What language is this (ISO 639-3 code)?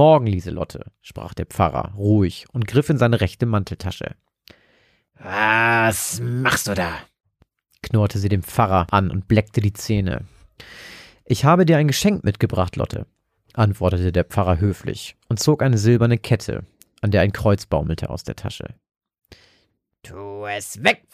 deu